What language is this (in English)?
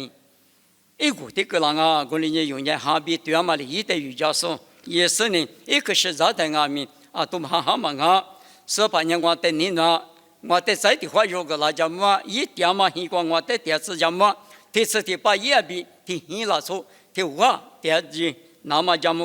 Lisu